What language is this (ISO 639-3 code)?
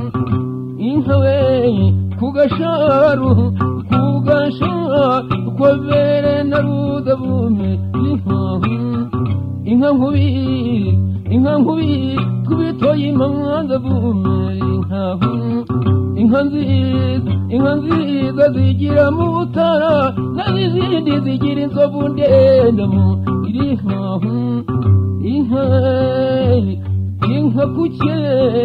kin